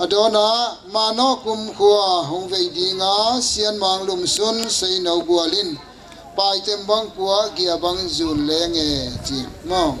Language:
Tedim Chin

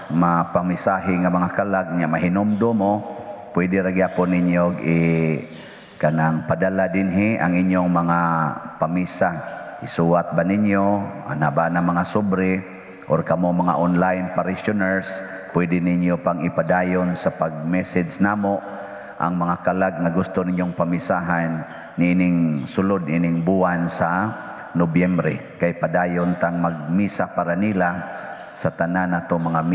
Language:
Cebuano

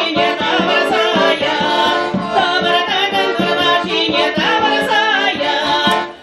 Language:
Chuvash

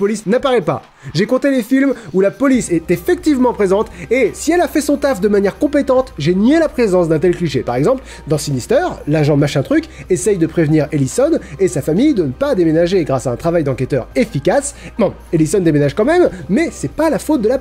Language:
French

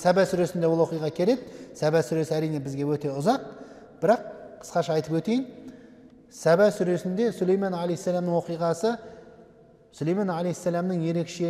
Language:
Kazakh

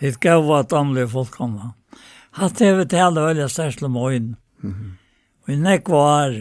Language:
Faroese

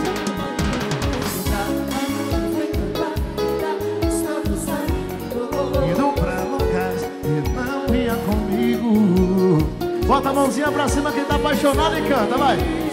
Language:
Portuguese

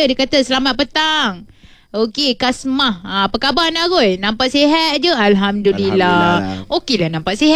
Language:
Malay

